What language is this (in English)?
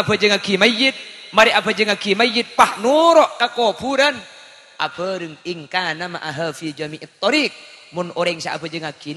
Madurese